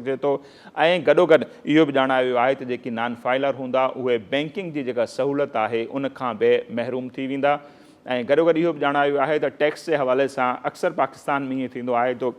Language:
Sindhi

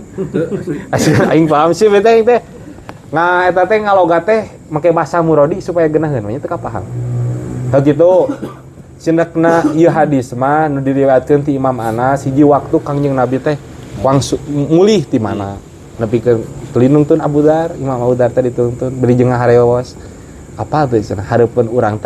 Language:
Sundanese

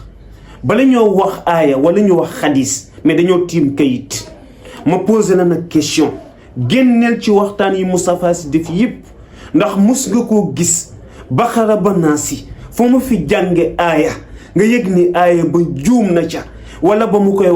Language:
Wolof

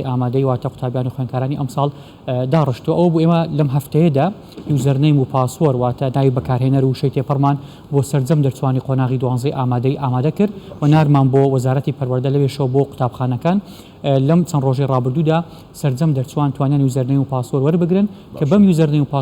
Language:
Central Kurdish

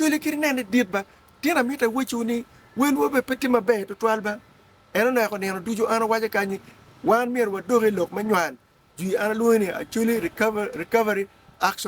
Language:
Acoli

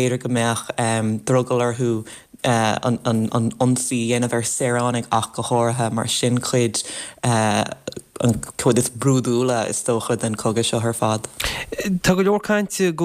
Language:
Irish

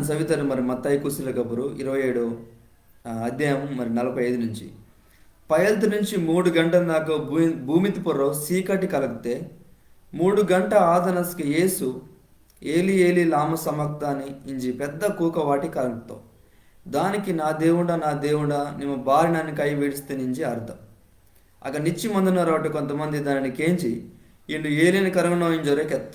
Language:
Koya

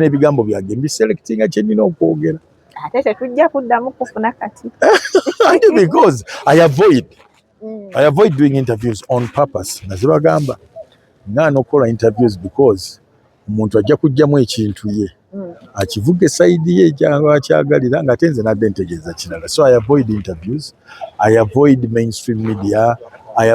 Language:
Ganda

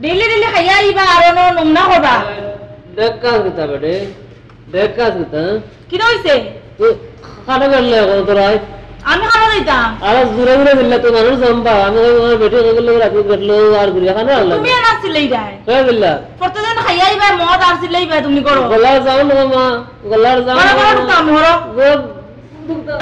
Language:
Sylheti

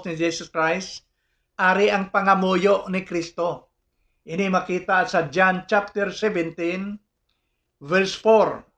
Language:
Hiligaynon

